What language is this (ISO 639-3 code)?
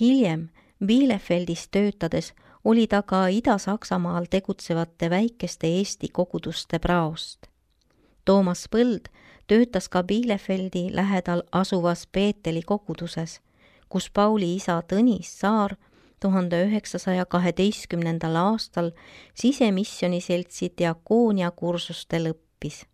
est